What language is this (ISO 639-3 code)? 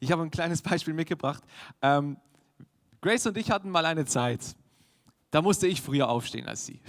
gsw